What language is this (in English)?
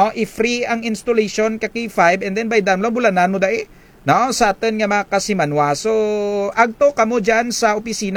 Kinaray-a